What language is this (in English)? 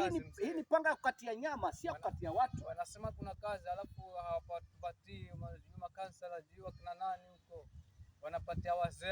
Swahili